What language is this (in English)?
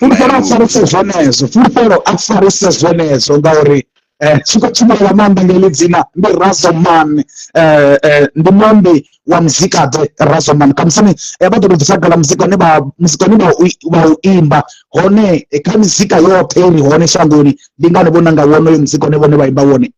Venda